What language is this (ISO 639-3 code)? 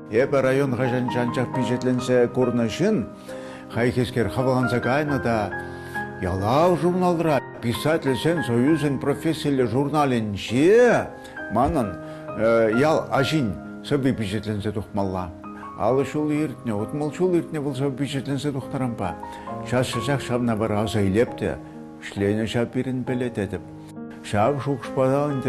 chv